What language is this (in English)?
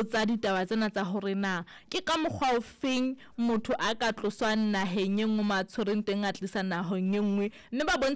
Southern Sotho